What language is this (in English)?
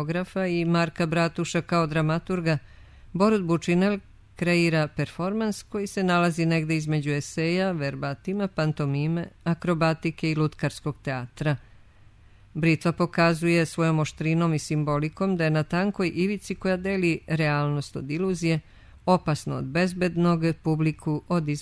Serbian